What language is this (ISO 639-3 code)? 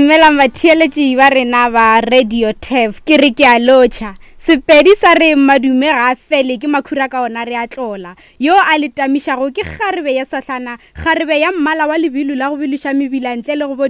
nso